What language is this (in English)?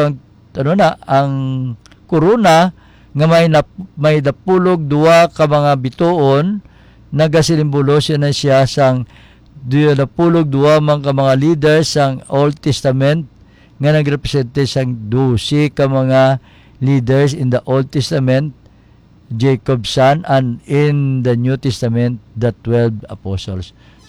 Hiligaynon